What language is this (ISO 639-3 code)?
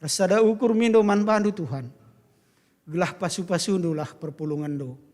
btx